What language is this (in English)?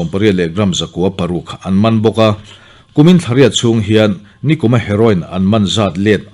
Mizo